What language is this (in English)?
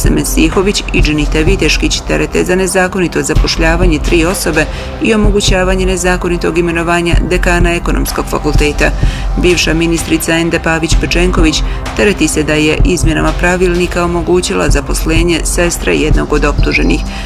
Bosnian